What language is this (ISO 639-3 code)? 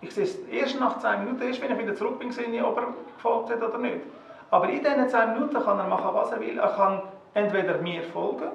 gsw